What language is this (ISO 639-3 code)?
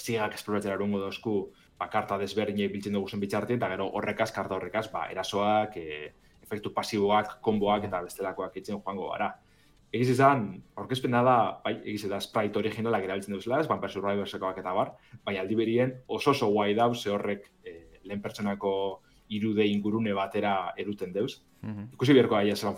eus